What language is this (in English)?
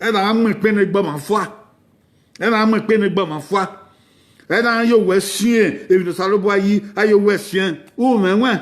Bini